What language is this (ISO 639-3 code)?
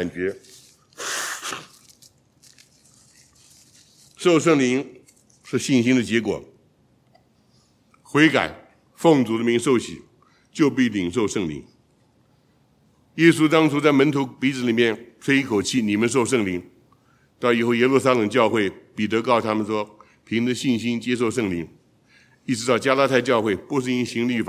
zho